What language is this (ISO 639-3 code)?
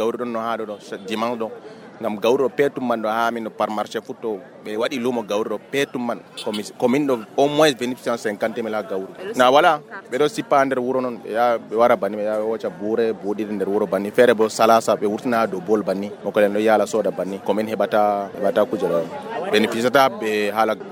fuv